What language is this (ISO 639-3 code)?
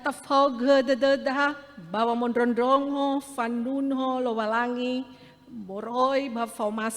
nia